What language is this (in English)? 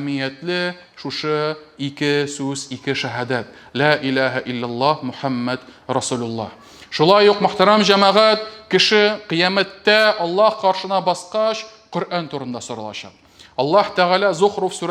Tatar